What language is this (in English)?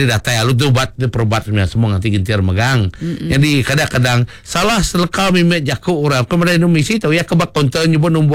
Iban